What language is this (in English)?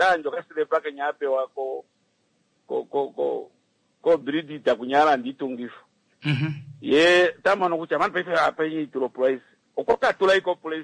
Kuanyama